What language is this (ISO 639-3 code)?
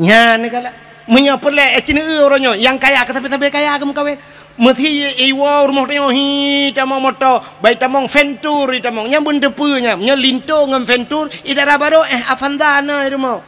ace